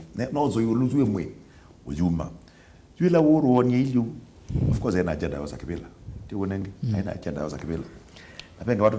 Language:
Kamba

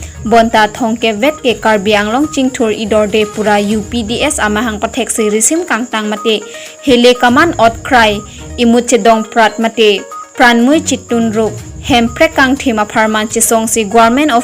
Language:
Karbi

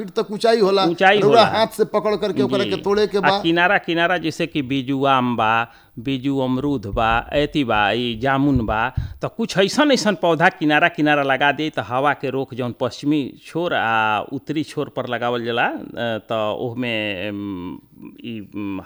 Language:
Bhojpuri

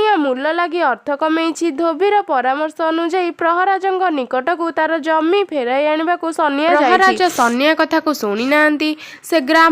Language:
Odia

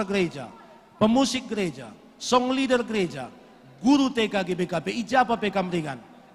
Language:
Batak Karo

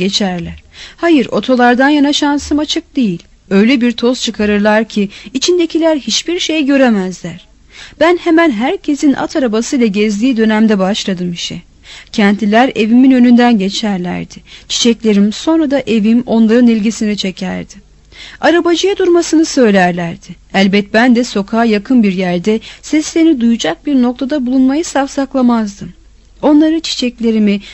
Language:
Turkish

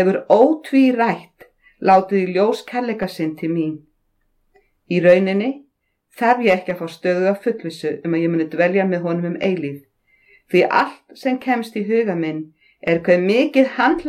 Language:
Icelandic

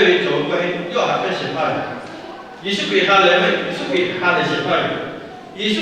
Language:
Lahu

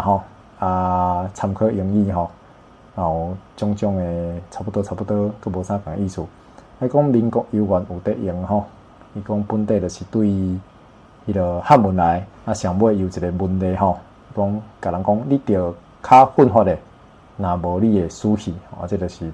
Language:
Min Nan Chinese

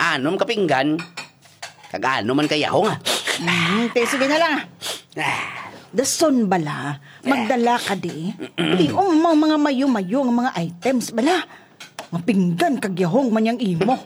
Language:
Hiligaynon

